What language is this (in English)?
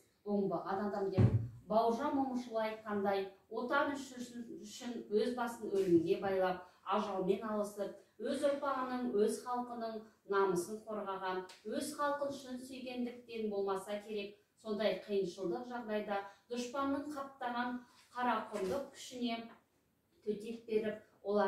Kazakh